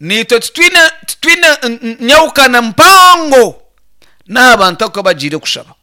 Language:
Nyankole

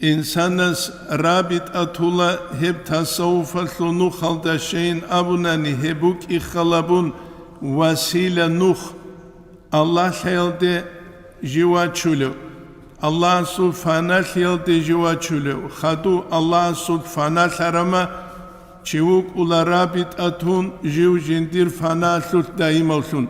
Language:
Avaric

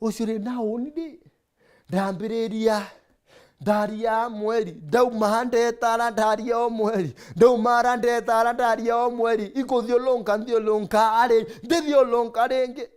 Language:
Meru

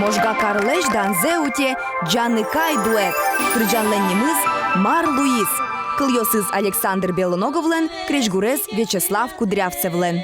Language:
Udmurt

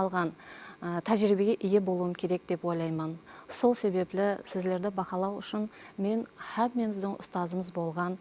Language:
Kara-Kalpak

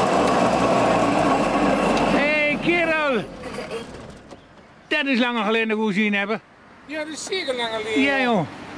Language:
Dutch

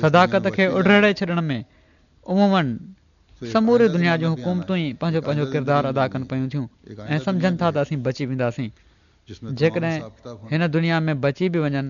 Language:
Sindhi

